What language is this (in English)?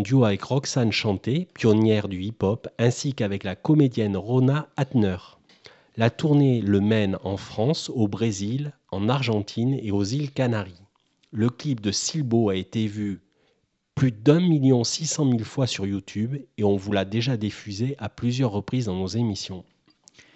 French